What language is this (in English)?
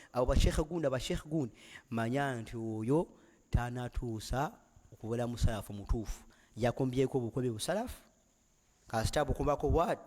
Ganda